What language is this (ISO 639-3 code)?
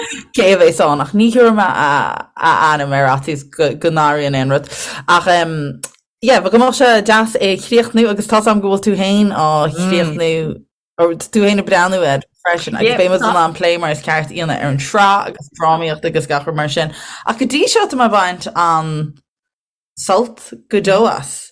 gle